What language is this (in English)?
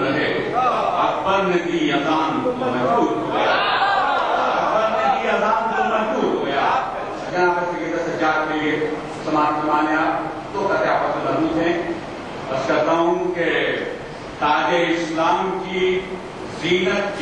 Urdu